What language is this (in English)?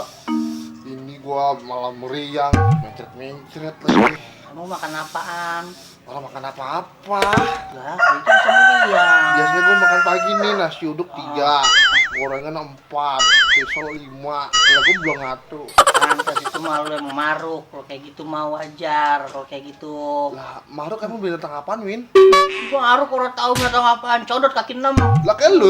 Betawi